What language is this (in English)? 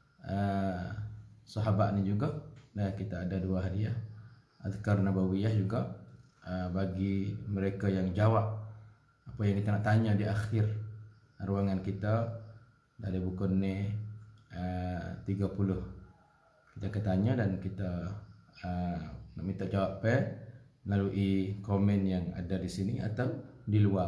Malay